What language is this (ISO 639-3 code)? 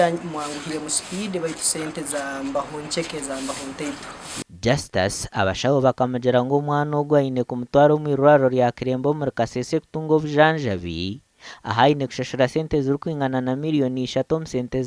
nyn